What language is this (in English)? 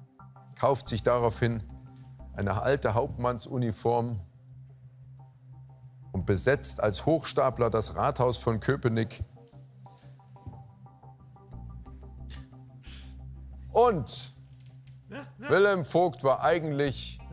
German